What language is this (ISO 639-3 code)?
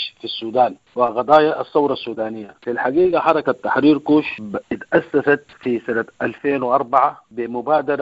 apd